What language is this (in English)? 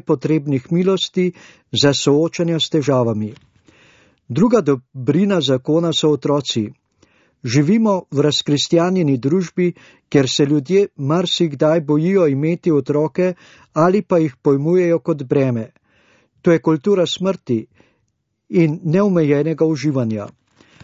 Slovenian